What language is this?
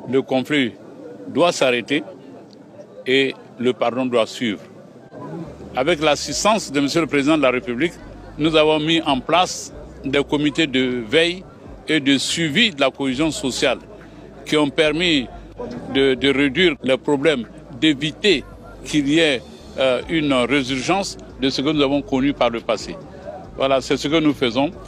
French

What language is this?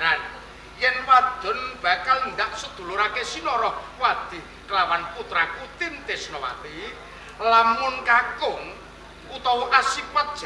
Javanese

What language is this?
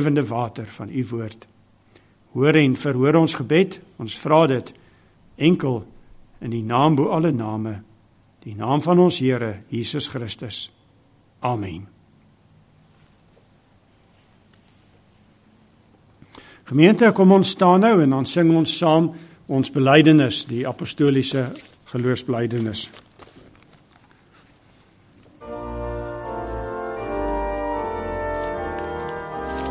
Afrikaans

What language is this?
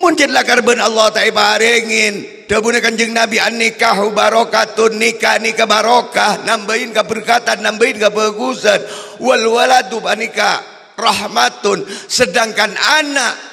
Madurese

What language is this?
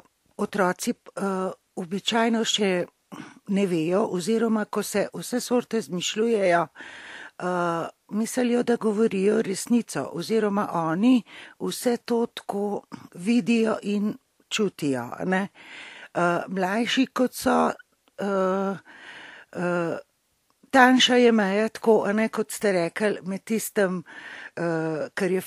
Slovenian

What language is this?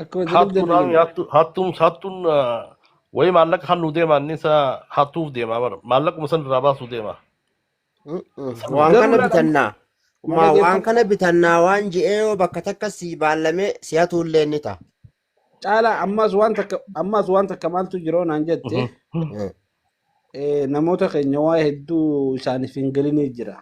Oromo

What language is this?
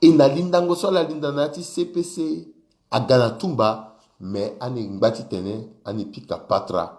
Sango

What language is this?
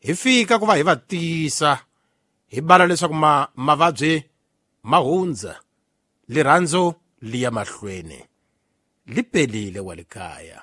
Tsonga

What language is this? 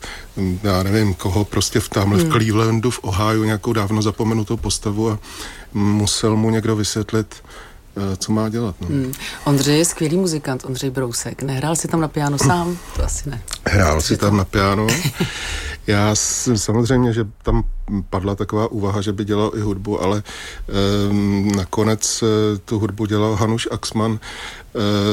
Czech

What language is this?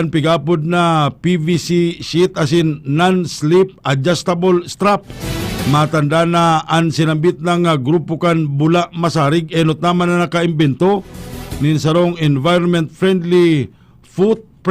Bikol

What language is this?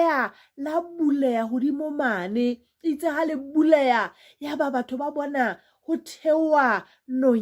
Southern Sotho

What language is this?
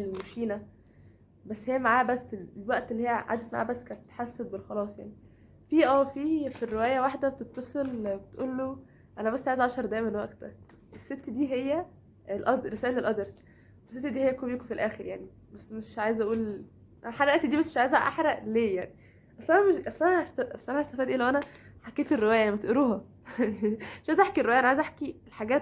Egyptian Arabic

